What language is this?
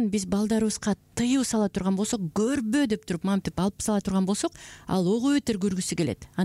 Kyrgyz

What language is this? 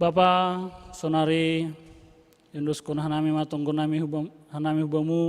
Batak Simalungun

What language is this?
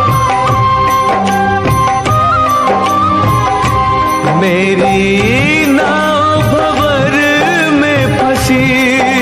Hindi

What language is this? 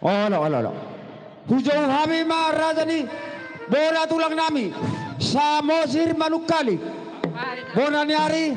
Batak Toba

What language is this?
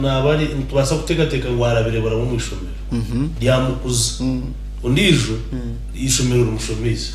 Nyankole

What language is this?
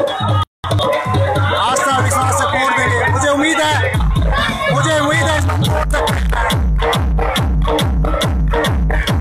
Hindi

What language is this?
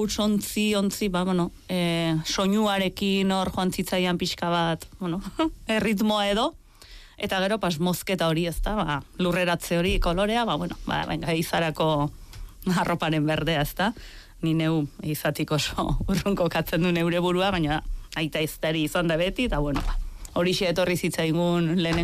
Basque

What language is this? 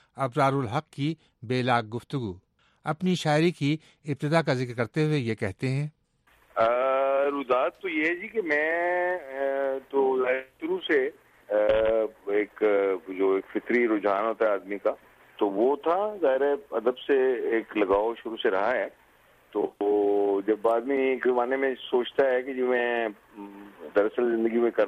Urdu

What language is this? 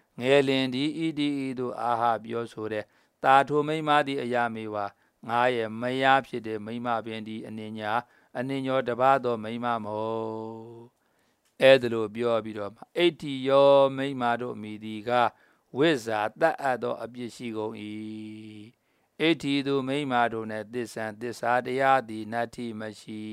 Burmese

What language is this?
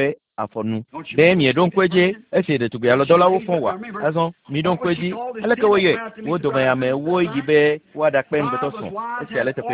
Ewe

